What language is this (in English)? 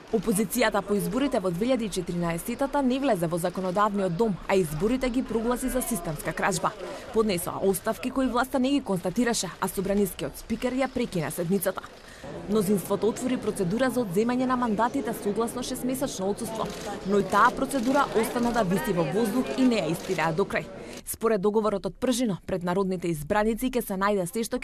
Macedonian